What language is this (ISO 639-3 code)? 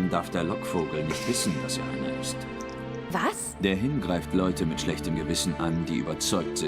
gsw